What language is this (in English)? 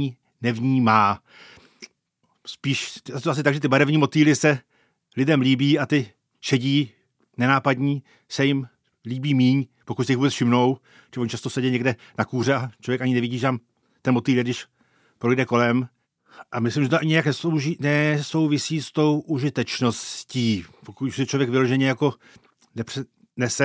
Czech